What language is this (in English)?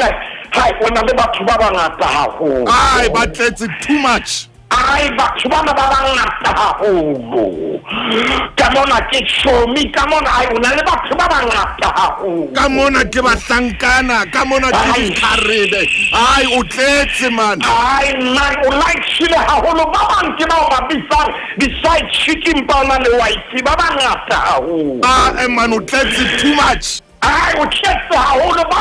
Southern Sotho